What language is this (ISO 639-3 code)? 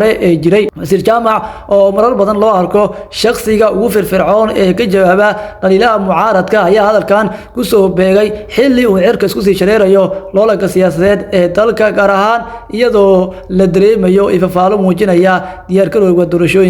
som